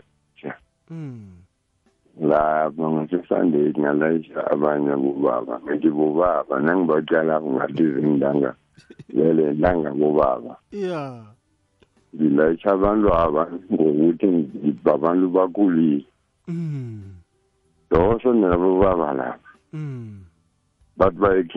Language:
South Ndebele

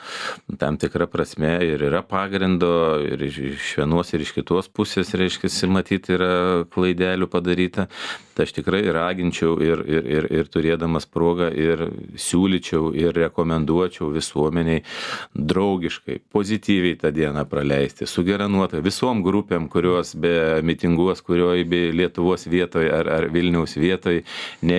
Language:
Lithuanian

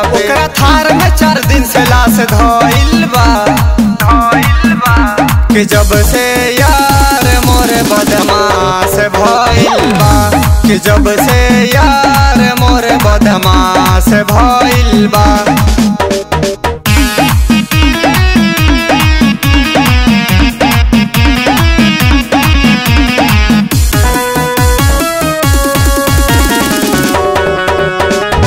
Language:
Bhojpuri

